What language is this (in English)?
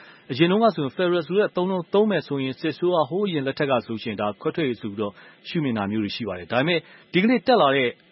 Burmese